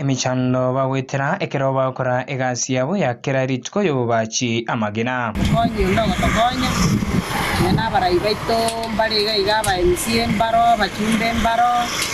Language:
Gusii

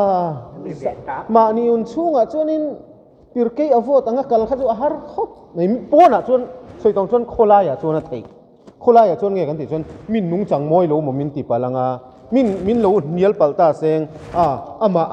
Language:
Mizo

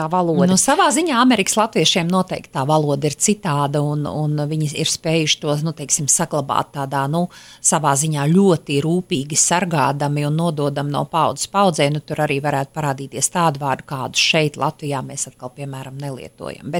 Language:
Latvian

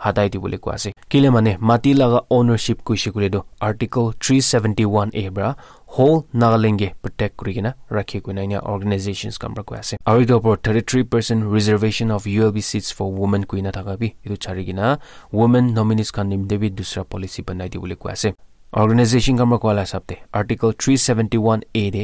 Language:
Naga Pidgin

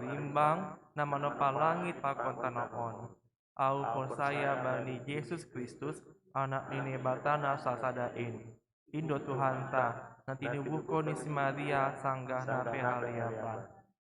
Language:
Batak Simalungun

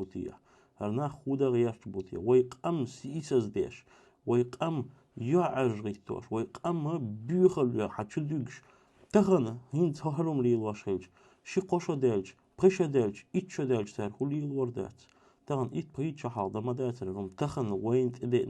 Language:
Chechen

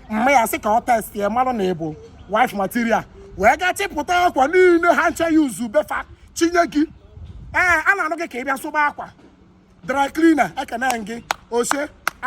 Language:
Igbo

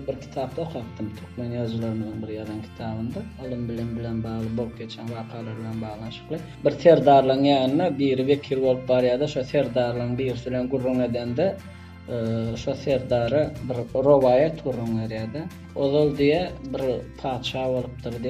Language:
Turkmen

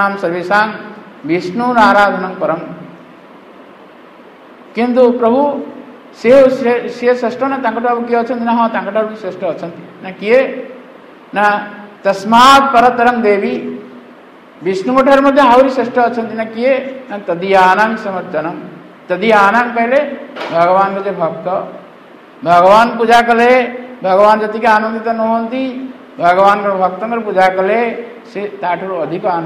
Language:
Odia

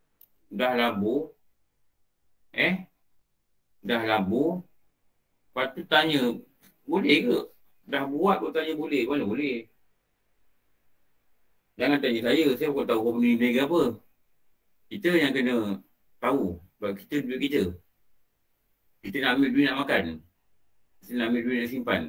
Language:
Malay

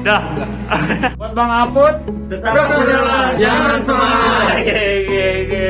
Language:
Betawi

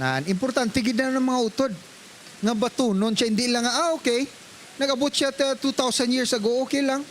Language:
Hiligaynon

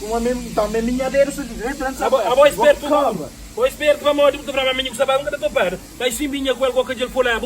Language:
Kabuverdianu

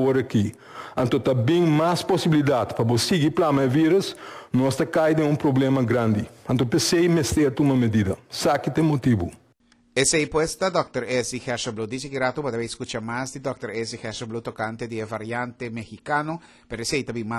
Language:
Papiamento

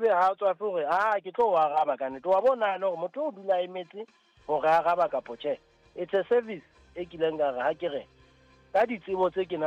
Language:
Southern Sotho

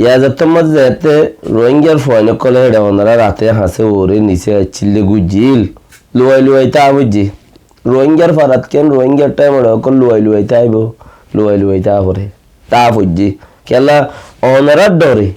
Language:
Rohingya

